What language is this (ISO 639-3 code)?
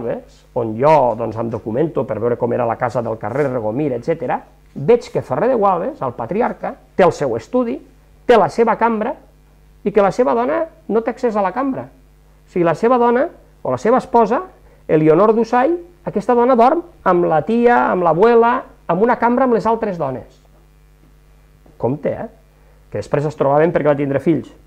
cat